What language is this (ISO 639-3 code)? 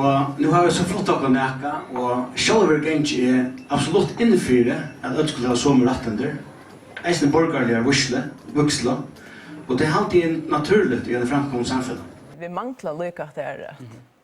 fao